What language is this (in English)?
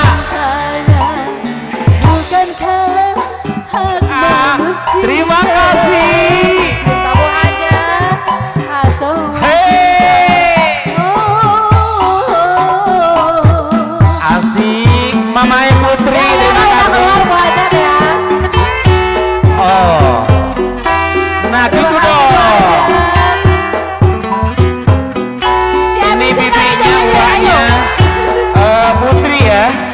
Indonesian